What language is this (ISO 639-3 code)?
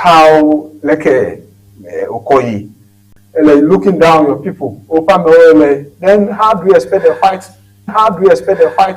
ewe